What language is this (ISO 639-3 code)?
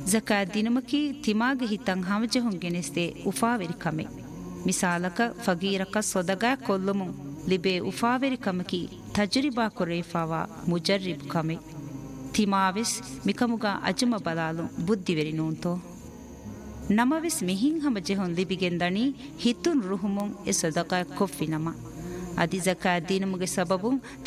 div